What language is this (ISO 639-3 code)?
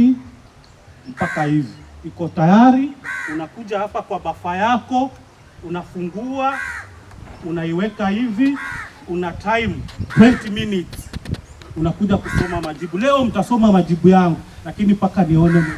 swa